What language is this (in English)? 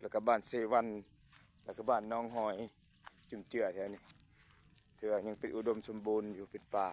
Lao